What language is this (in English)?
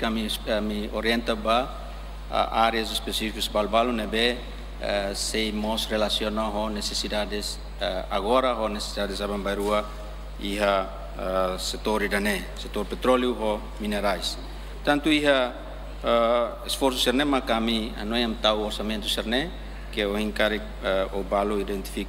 Tetum